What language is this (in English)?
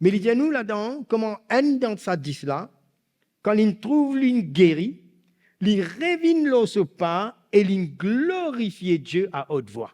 Morisyen